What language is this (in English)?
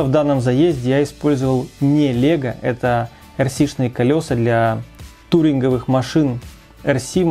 Russian